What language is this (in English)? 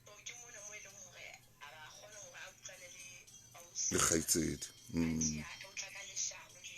Southern Sotho